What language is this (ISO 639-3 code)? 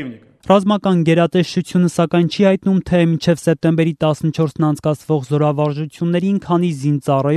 hye